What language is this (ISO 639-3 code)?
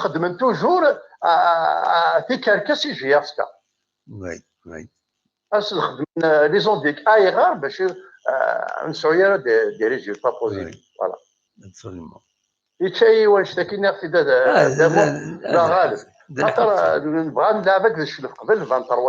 kab